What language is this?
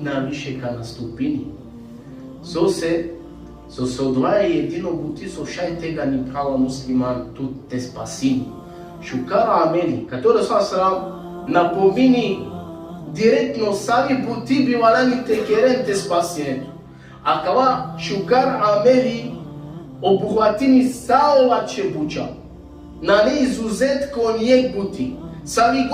Balkan Romani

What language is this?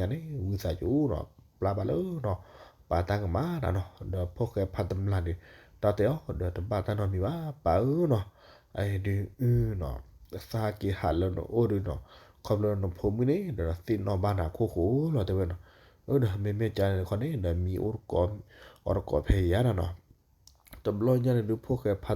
S'gaw Karen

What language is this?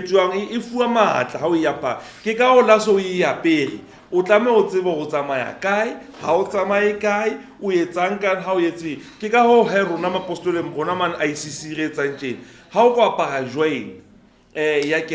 Southern Sotho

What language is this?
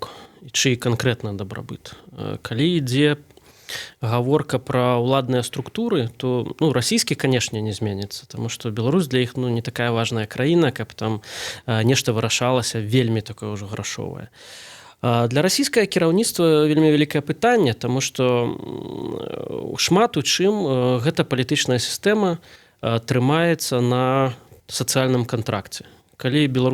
Belarusian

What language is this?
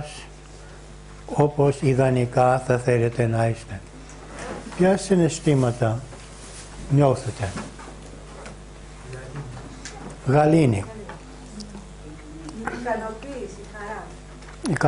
Greek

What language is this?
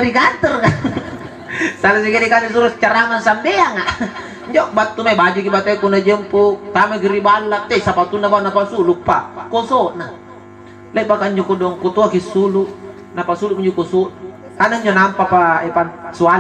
Makasar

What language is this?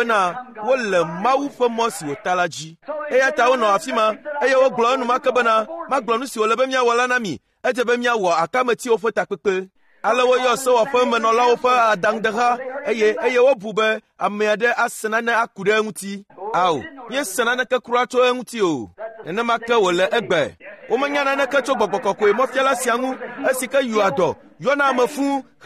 Ewe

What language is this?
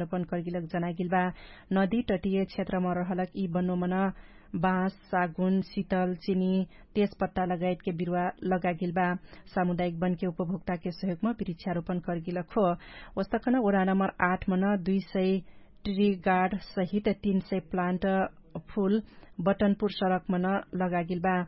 Dangaura Tharu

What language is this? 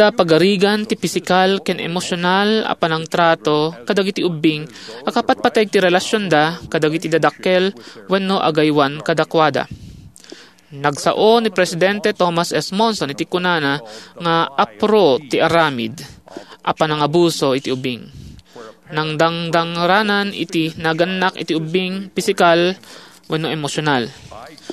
Iloko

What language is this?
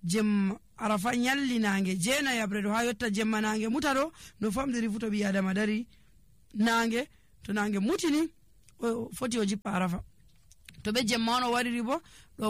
Nigerian Fulfulde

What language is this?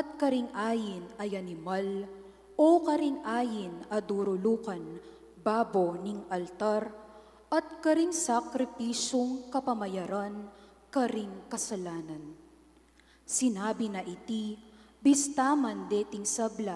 Pampanga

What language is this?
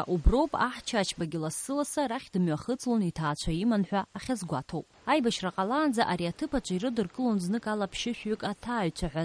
Abkhazian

